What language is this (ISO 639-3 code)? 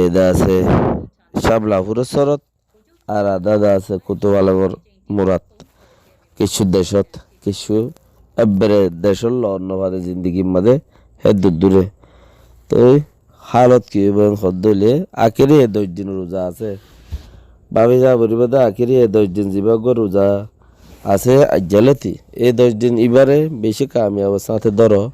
rhg